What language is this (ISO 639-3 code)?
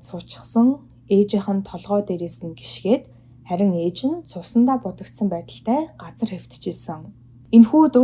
mon